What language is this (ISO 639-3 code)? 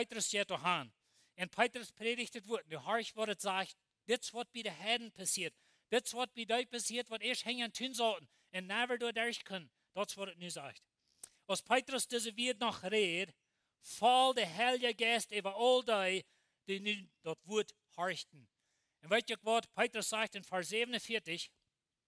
pdt